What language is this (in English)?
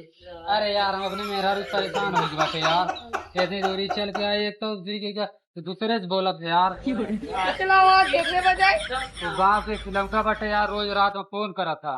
Awadhi